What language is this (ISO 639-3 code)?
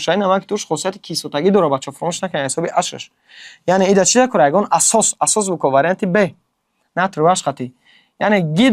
tgk